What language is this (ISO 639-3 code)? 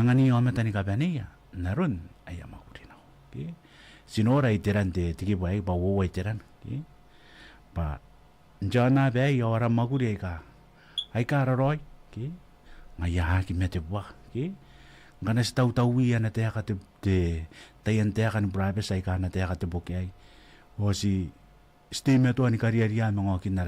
gil